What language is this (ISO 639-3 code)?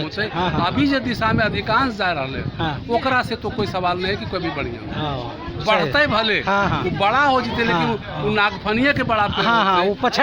mag